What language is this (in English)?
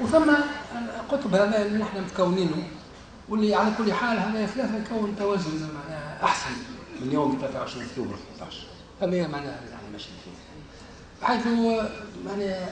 Tunisian Arabic